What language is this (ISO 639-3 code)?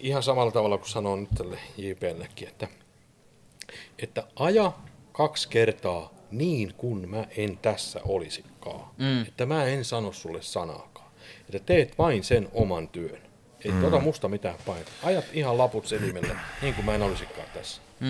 fin